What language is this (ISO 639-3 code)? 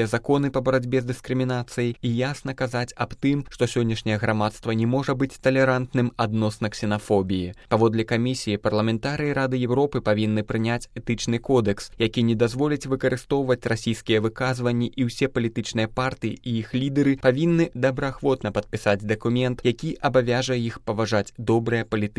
bel